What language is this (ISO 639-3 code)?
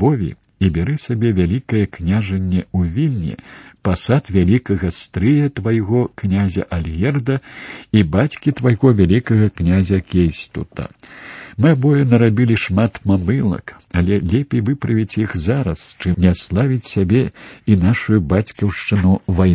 bel